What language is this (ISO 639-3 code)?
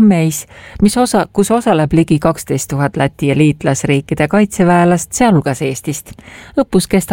est